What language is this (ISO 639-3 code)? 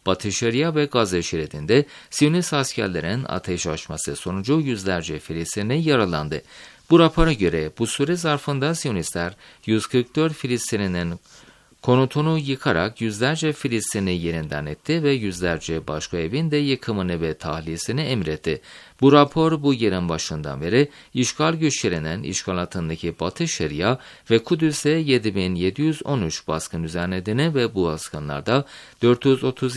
tur